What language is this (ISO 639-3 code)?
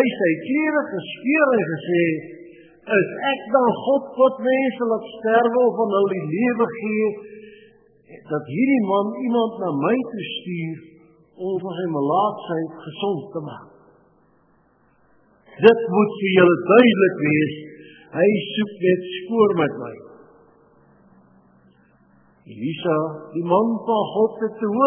afr